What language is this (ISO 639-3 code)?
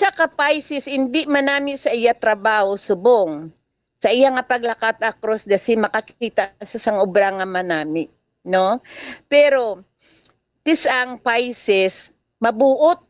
hil